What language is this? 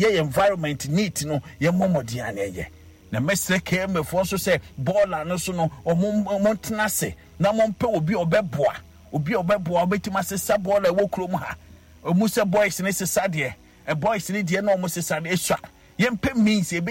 Akan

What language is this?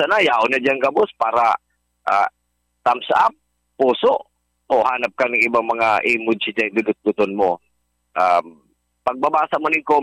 Bikol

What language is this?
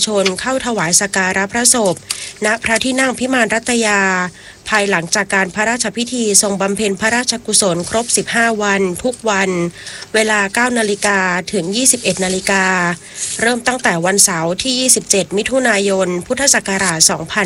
Thai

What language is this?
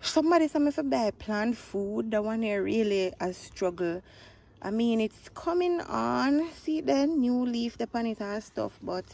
Jamaican Creole English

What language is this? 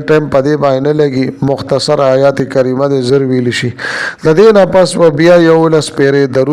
Pashto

